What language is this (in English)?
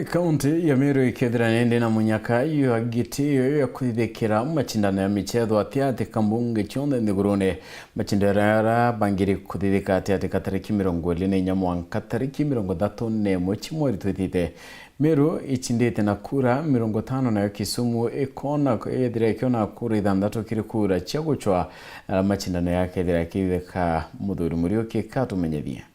Meru